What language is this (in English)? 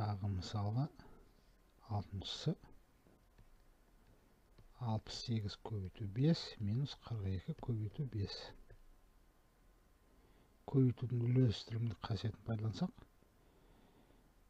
Kazakh